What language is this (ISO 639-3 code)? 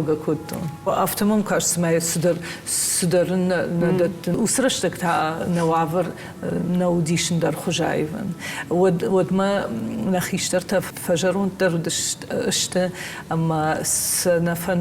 oss